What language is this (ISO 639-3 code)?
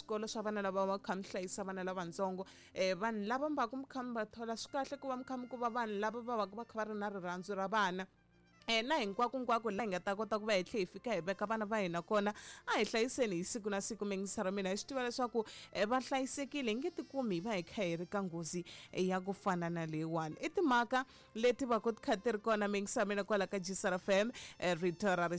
tso